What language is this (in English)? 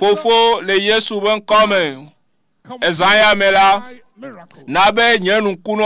Ewe